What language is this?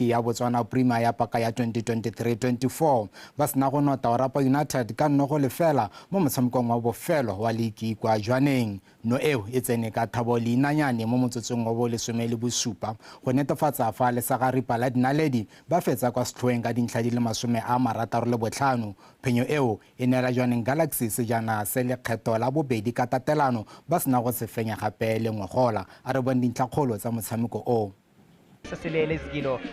Tswana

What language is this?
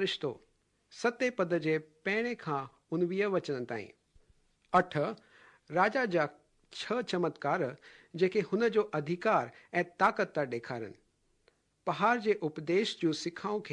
Sindhi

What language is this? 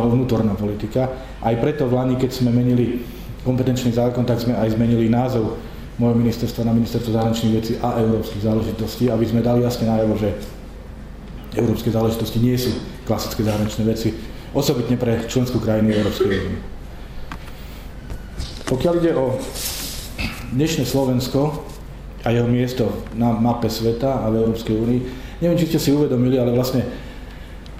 Slovak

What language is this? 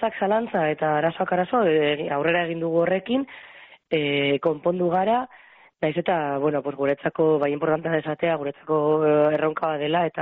Basque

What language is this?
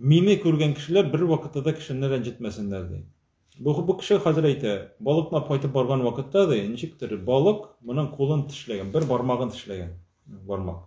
Tatar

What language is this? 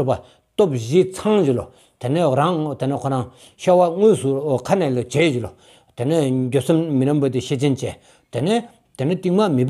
Stod Bhoti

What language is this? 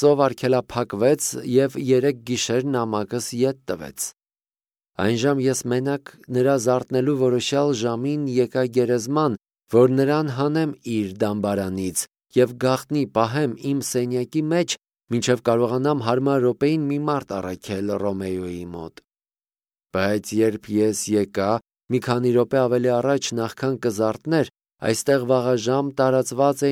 Armenian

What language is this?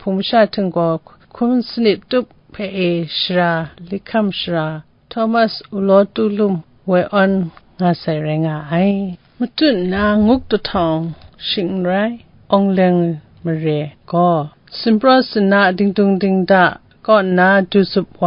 Kachin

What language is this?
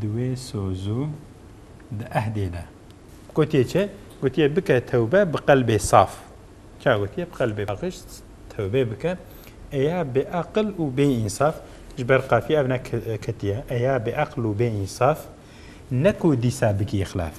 Kurdish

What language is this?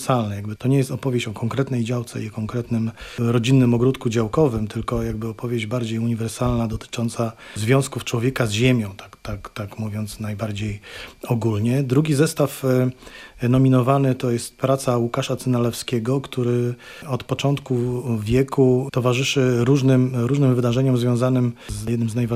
Polish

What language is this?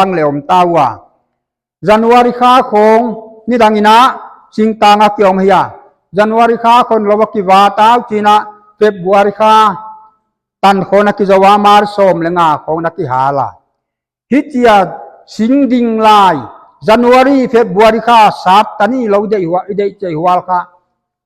Paite Chin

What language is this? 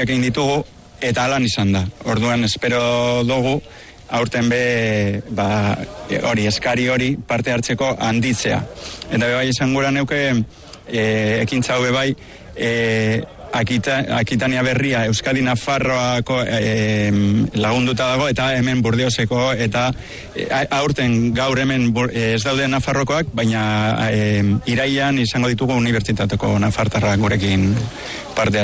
Basque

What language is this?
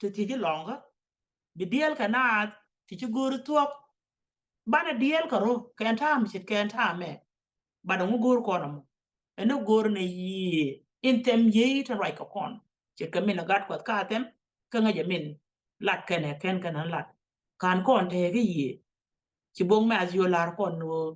Nuer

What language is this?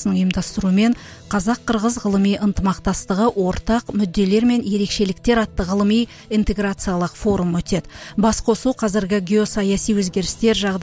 Kazakh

